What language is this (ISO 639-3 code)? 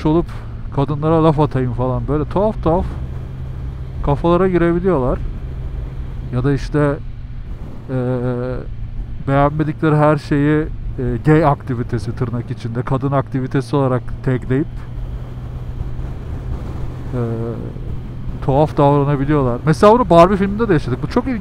tur